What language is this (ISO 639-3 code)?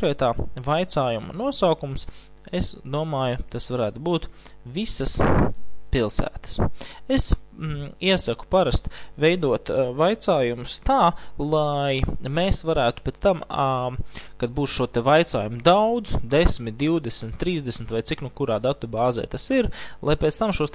lav